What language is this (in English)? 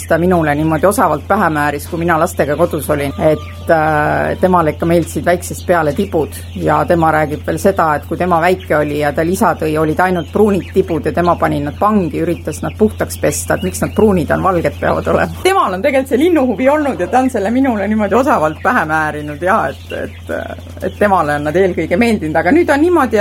Estonian